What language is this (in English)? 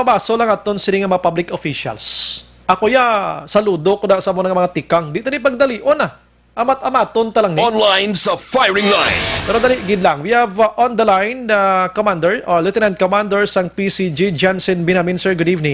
Hiligaynon